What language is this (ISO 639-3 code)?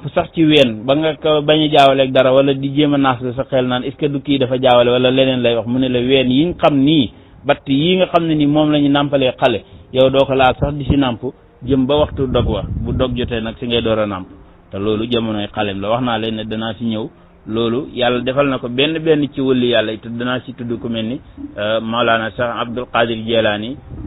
wol